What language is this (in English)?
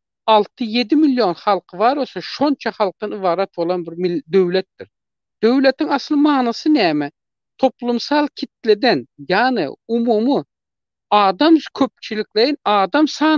Turkmen